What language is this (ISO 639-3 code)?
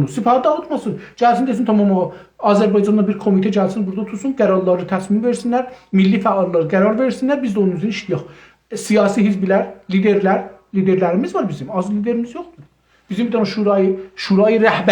azb